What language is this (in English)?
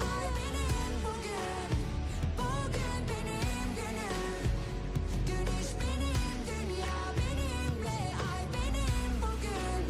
Kara-Kalpak